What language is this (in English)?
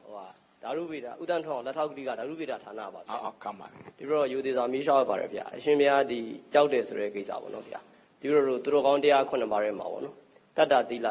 Burmese